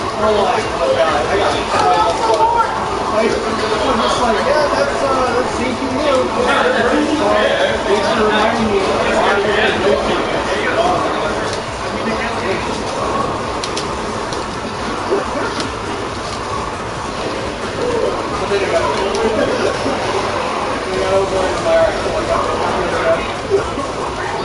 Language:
English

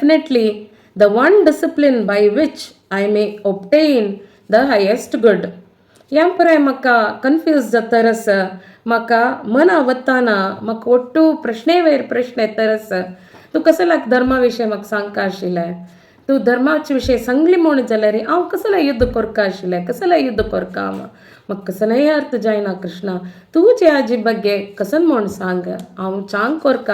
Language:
Konkani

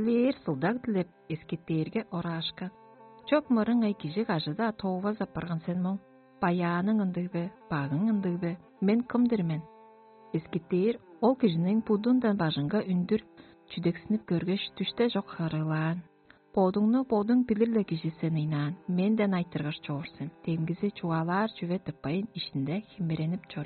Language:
Tuvinian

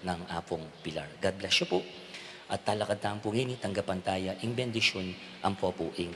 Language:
Pampanga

